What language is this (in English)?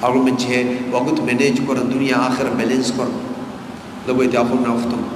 Divehi